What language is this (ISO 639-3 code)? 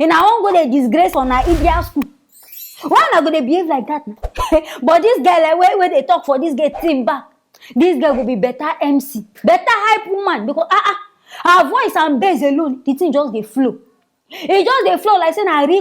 pcm